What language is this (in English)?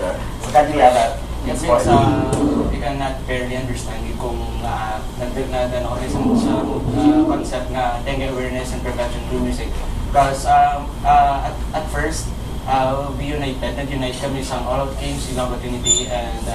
Hiligaynon